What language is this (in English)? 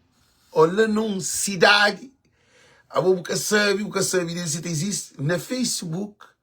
Kabuverdianu